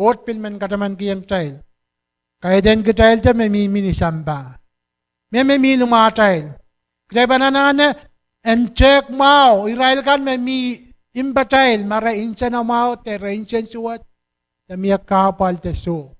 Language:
Pohnpeian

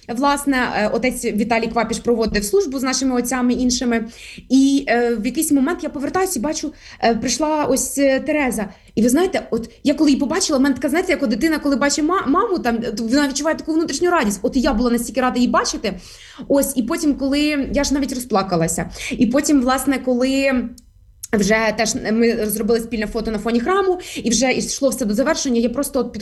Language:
Ukrainian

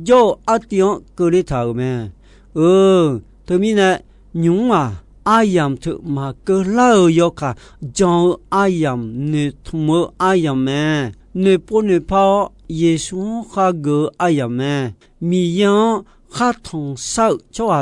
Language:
Akha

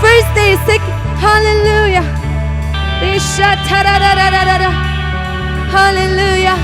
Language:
Naga Pidgin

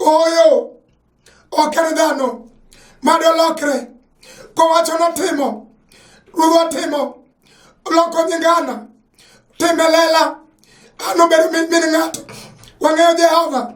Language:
Luo (Kenya and Tanzania)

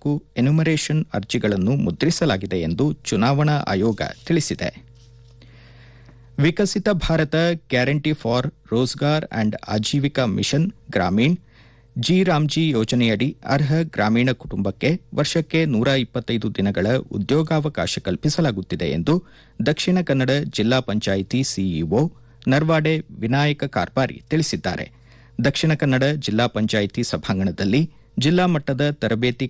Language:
Kannada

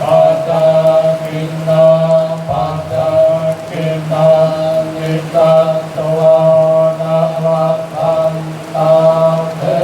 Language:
Pali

